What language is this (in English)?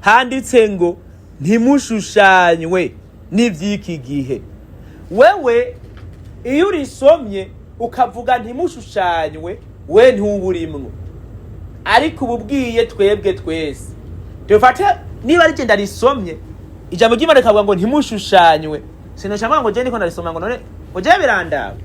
Rundi